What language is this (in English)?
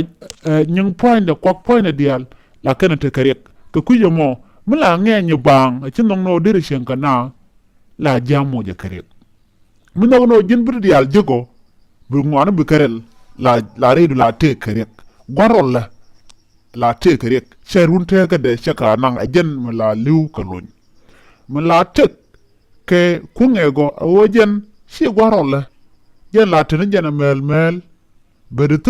Nuer